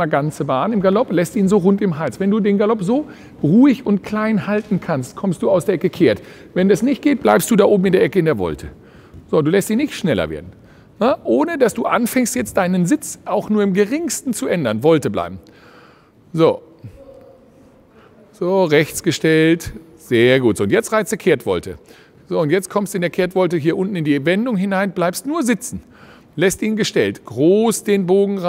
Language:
German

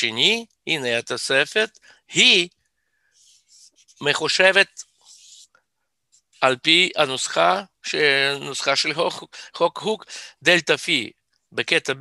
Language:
Hebrew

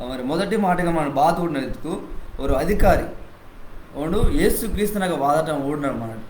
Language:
Koya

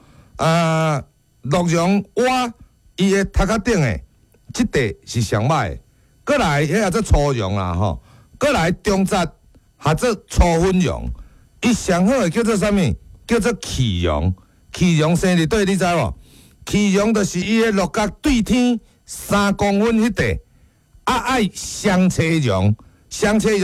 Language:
Min Nan Chinese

